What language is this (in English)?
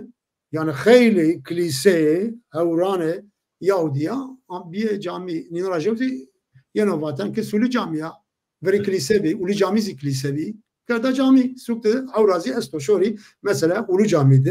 Zaza